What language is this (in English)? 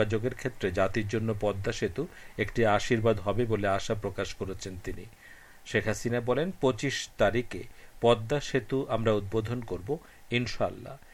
Bangla